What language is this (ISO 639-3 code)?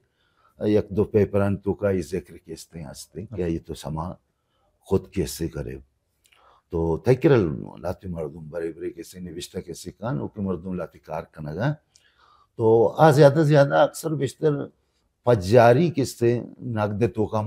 bal